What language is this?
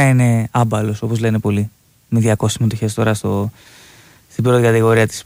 Greek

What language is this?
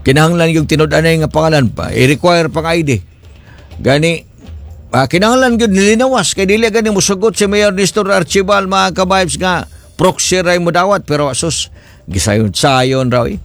Cebuano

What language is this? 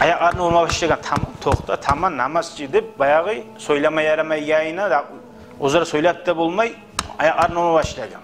Kumyk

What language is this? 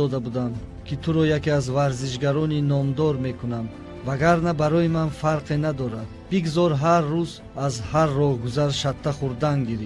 Tajik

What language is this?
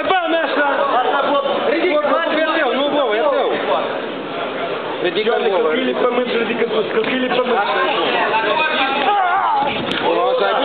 Romanian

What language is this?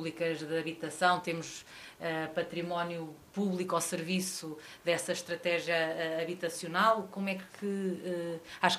Portuguese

